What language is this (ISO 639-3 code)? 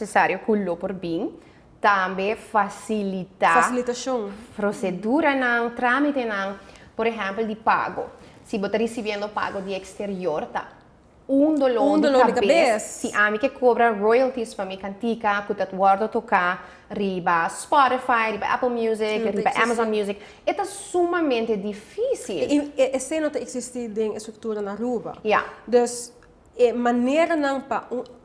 pap